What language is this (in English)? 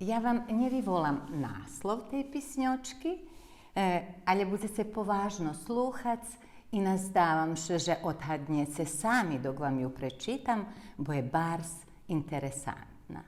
Rusyn